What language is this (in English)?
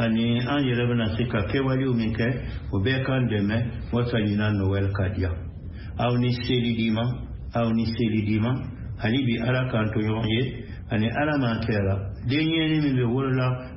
Bambara